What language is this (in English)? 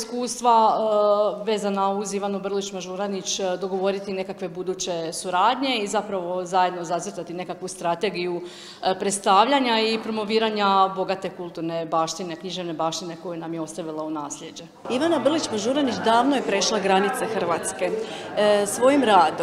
Croatian